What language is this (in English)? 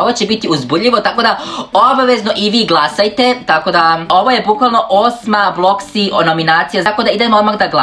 Serbian